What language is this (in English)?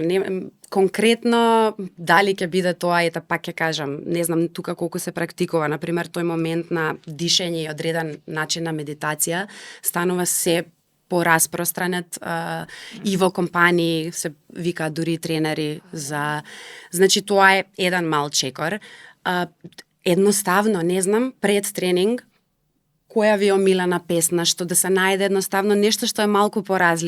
Macedonian